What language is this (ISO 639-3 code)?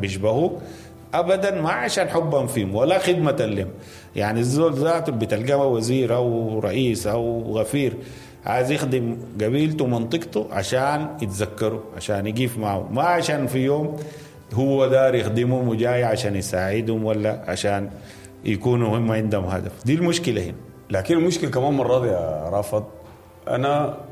apd